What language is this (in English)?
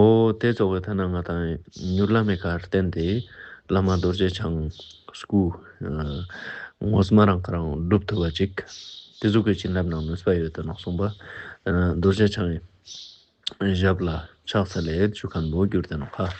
Ladakhi